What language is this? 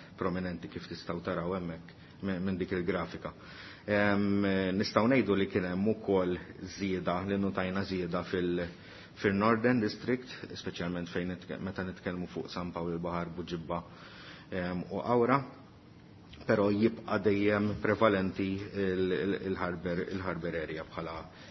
Maltese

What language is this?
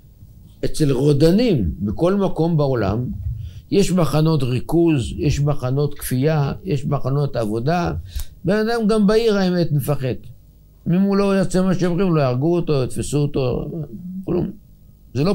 Hebrew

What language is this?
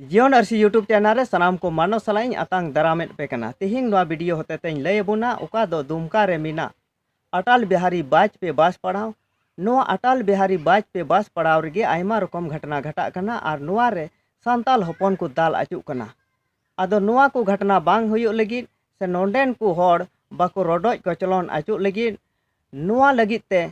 Santali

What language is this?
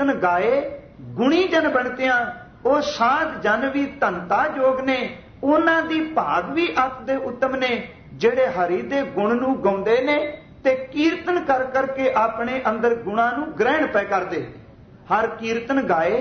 Punjabi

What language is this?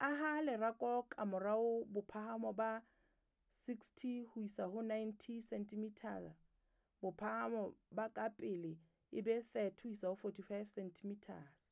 Southern Sotho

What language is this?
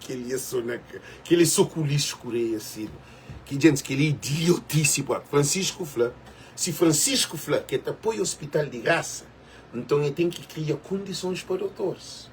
Kabuverdianu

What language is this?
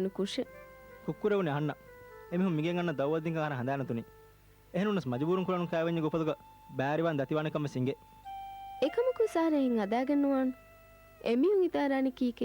Divehi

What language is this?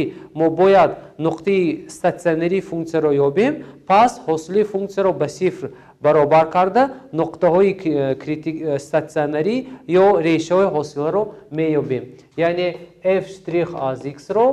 Tajik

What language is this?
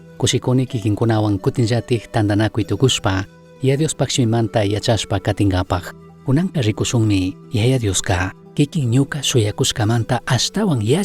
Chimborazo Highland Quichua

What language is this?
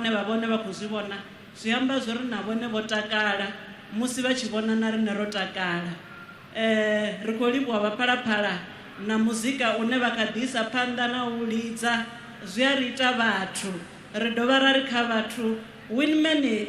Venda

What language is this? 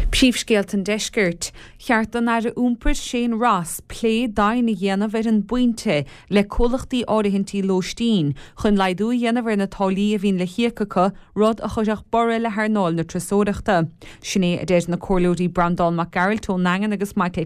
Irish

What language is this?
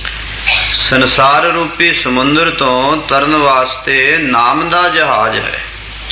Punjabi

